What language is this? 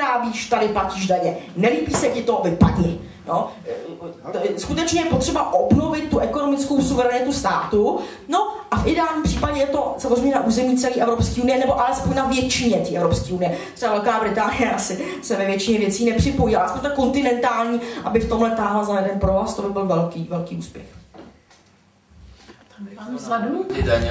Czech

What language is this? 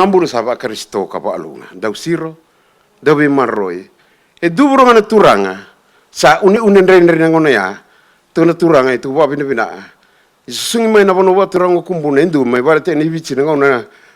Fijian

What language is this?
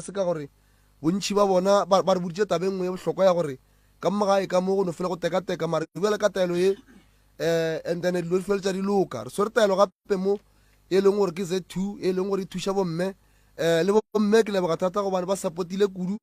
Northern Sotho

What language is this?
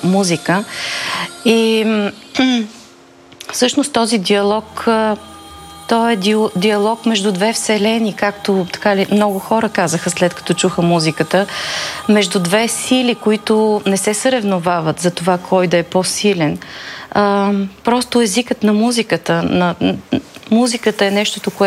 Bulgarian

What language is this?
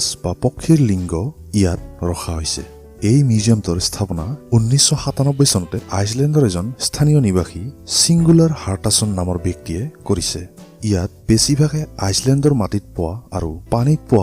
Assamese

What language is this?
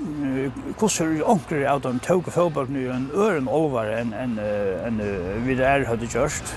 Faroese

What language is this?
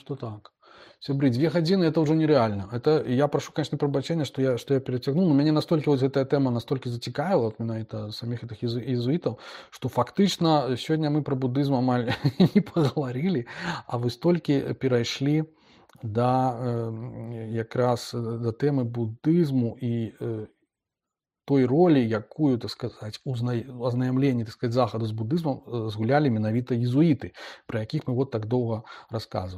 Belarusian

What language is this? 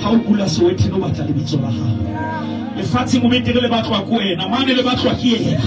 Southern Sotho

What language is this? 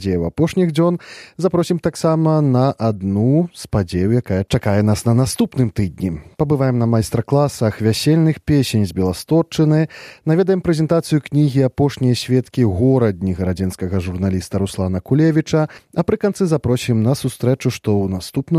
Belarusian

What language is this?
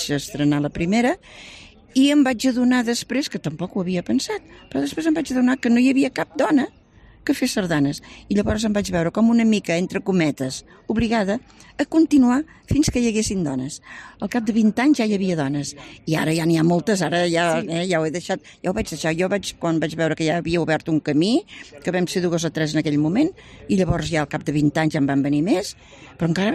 Catalan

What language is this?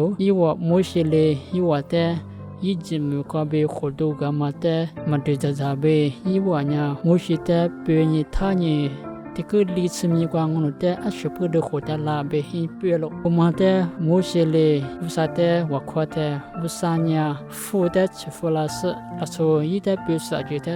Lisu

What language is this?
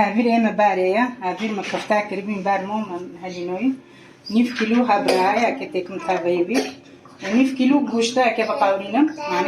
Kurdish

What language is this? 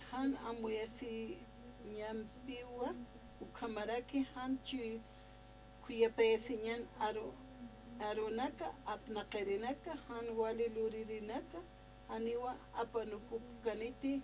Aymara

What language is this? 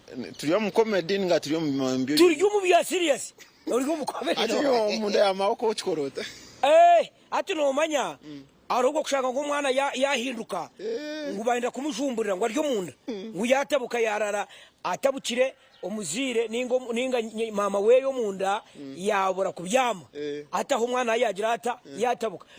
Nyankole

